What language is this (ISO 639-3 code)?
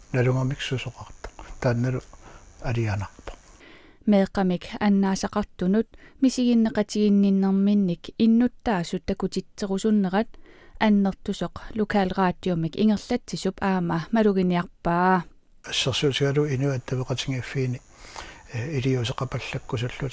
kal